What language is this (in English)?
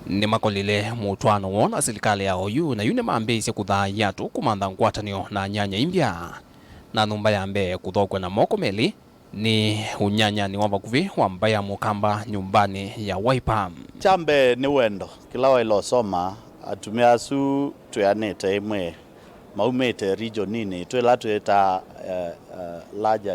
Kamba